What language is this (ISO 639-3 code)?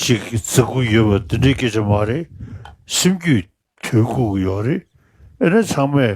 bod